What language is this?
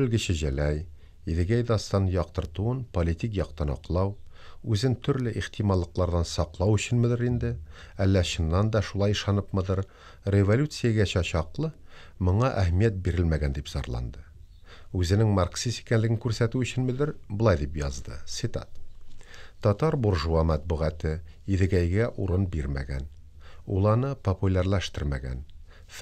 Tatar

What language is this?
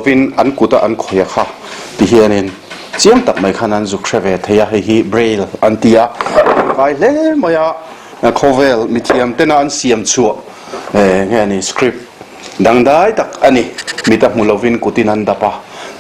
Mizo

